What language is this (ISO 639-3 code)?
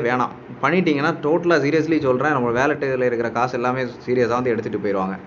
tam